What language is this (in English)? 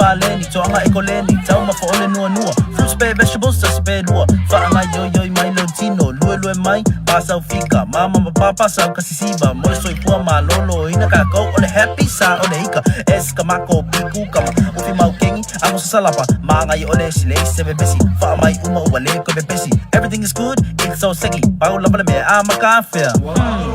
Samoan